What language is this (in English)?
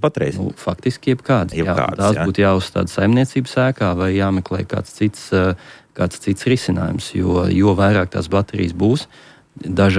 Latvian